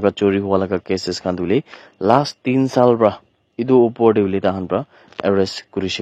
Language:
Naga Pidgin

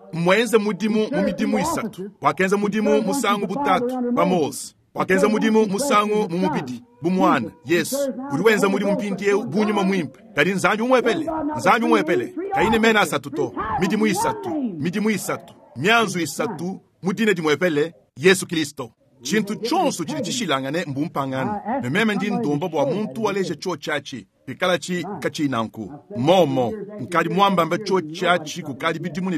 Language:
Luba-Lulua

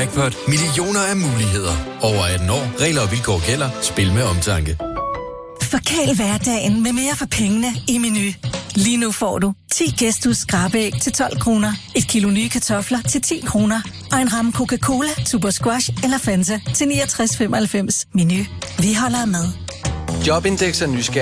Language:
Danish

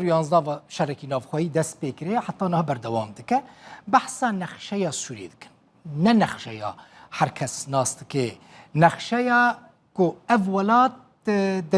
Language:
Kurdish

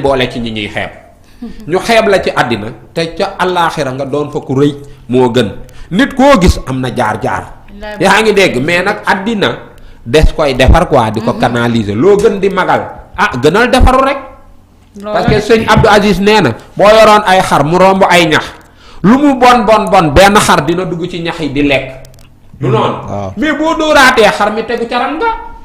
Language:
Wolof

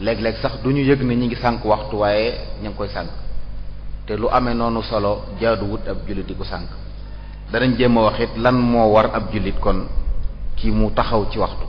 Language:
Wolof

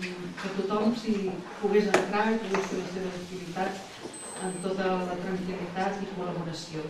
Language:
Catalan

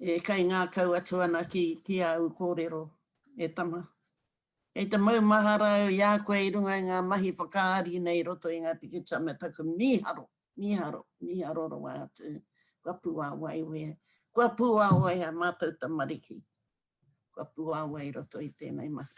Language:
Māori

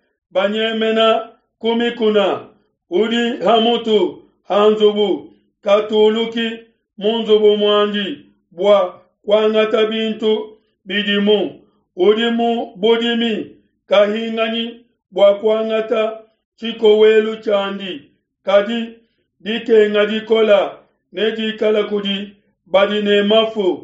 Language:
Luba-Lulua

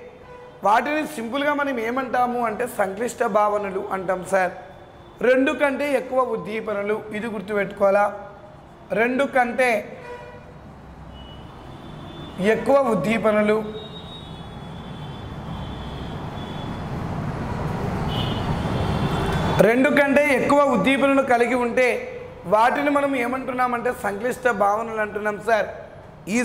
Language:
Telugu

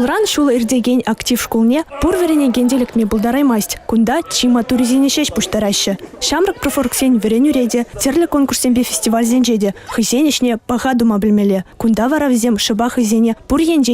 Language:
Chuvash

